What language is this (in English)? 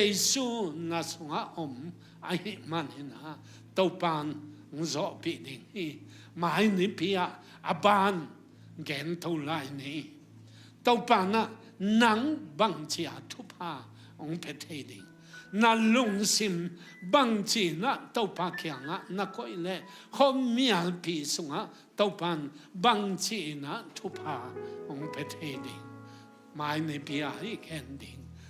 Tedim Chin